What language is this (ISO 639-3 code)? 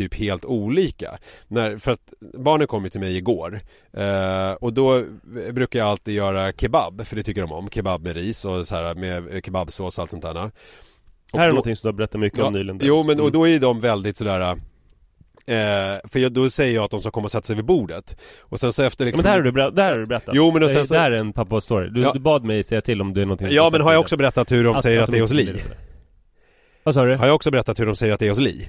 swe